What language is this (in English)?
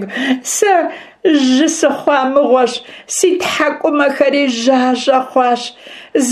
Kabardian